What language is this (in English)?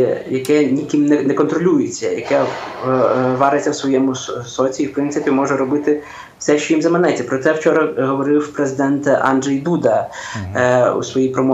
Ukrainian